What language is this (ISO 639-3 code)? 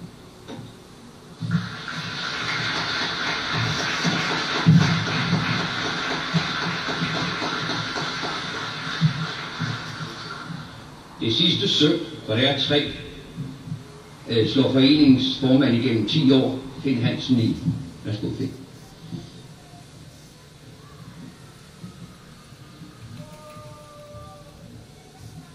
dan